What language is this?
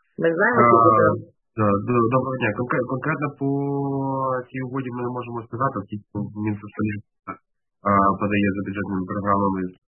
Ukrainian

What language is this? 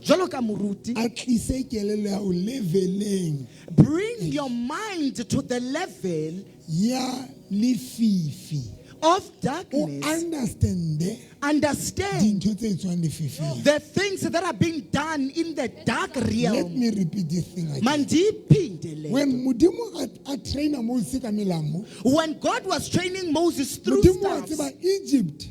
Southern Sotho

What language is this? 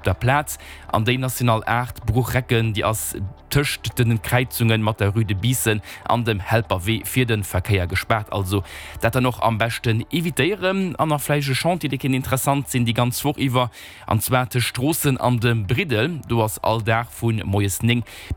Luxembourgish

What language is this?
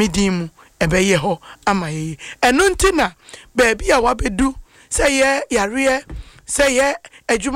Akan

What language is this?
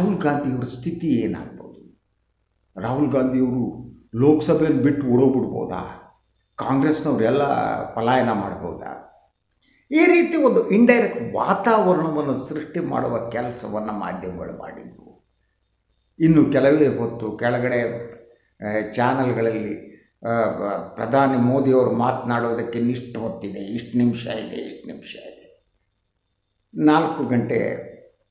Kannada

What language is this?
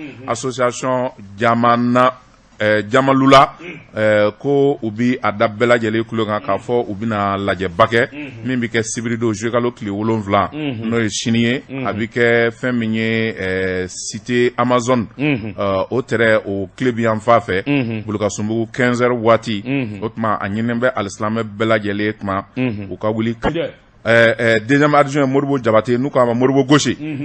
Bambara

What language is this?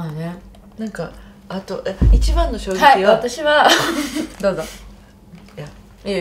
Japanese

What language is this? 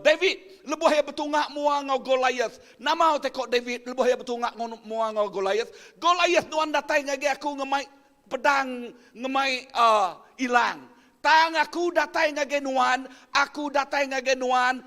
Iban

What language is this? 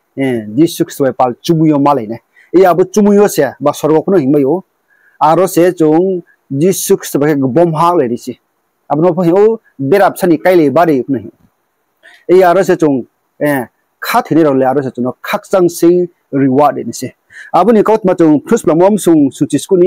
Riang (India)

